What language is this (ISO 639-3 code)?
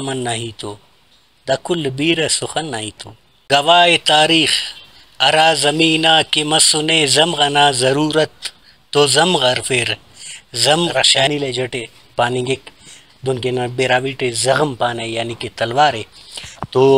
brh